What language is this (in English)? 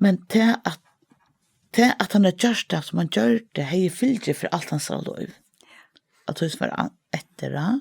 Faroese